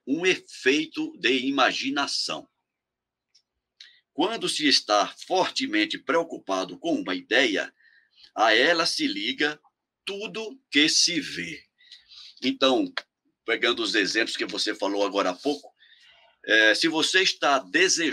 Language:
Portuguese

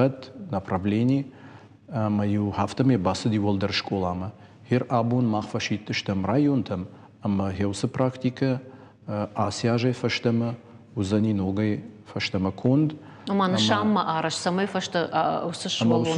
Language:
Ossetic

